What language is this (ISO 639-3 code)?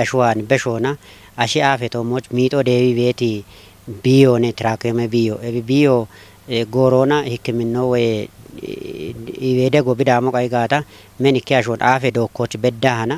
kbr